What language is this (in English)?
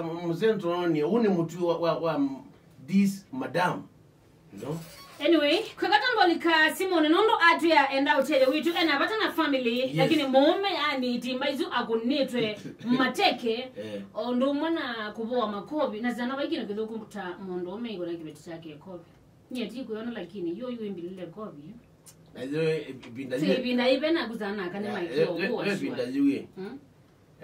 Kamba